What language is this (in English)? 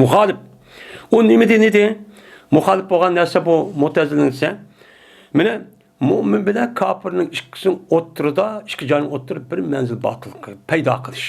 Uyghur